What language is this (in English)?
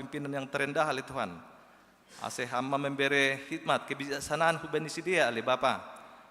Batak Simalungun